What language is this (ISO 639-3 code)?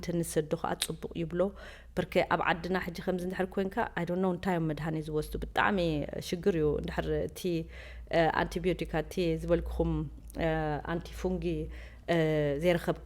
tir